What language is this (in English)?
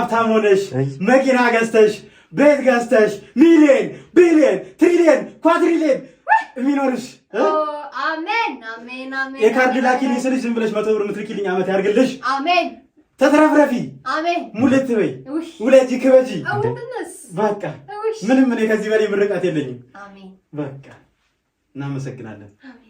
Amharic